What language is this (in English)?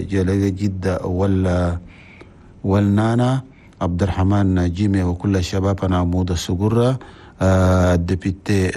Chadian Arabic